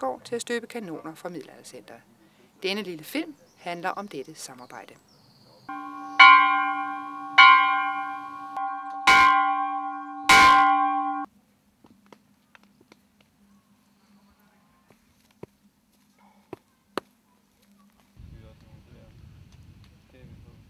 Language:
Danish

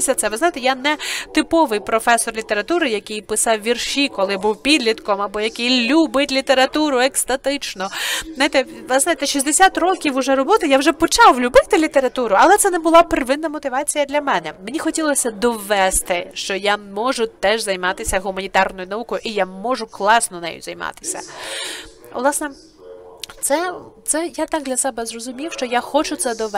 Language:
Ukrainian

